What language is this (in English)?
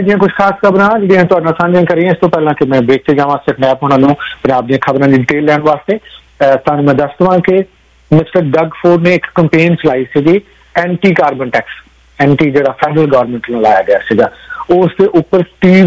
Punjabi